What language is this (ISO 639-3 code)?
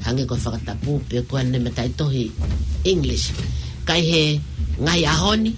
ton